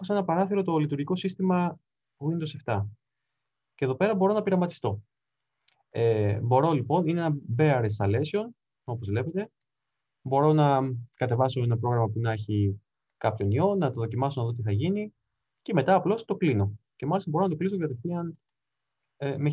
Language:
Greek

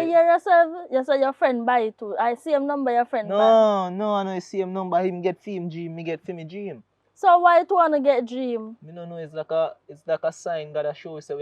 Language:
Jamaican Creole English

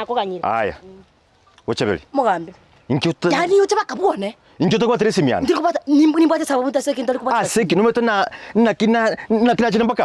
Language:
Gusii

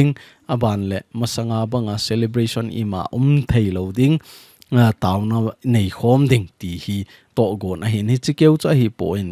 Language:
Thado Chin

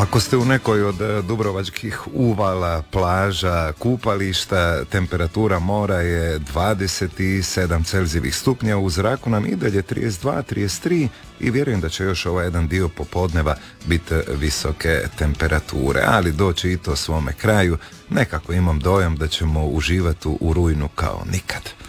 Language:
Croatian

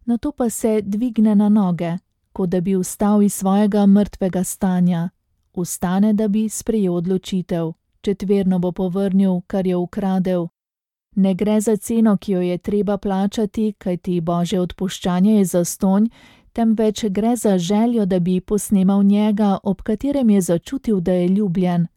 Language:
Slovenian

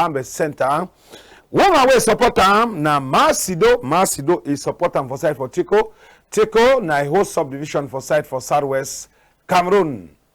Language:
Cameroon Pidgin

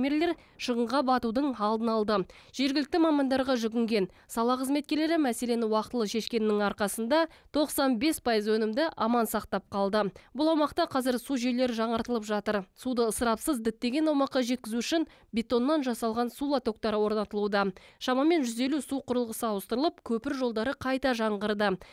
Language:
Kazakh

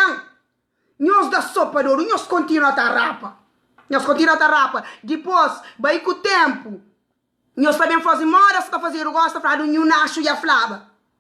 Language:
Kabuverdianu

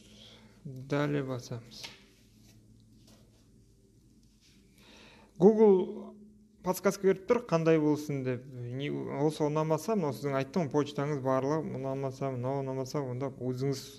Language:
Kazakh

